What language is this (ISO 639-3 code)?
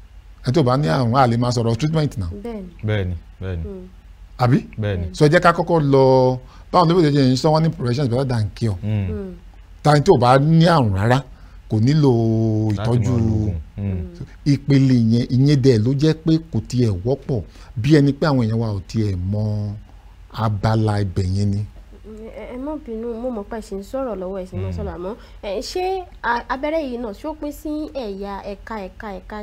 yor